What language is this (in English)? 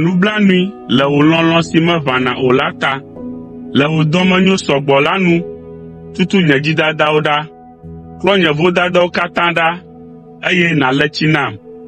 Ewe